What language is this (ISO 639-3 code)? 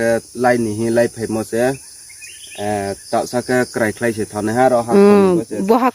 ria